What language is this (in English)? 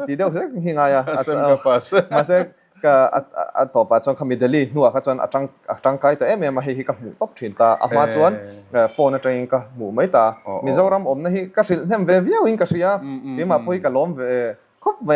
Mizo